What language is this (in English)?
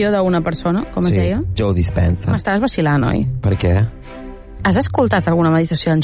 Catalan